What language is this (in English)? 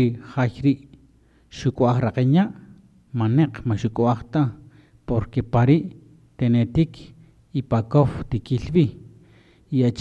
Kaqchikel